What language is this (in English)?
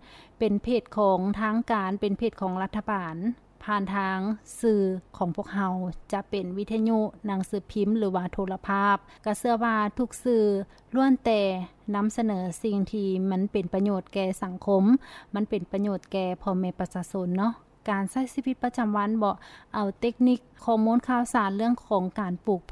Lao